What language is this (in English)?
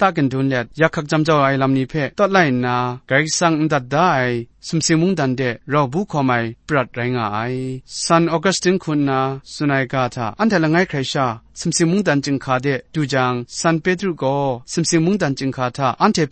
Kachin